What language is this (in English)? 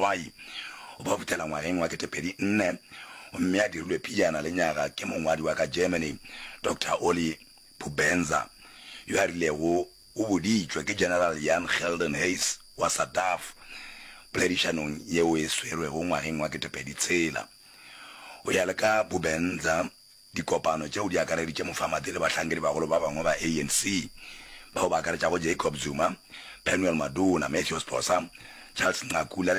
Northern Sotho